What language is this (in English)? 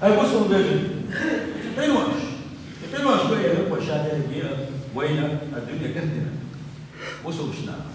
Chechen